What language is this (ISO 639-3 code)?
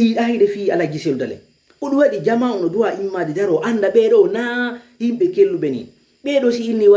ful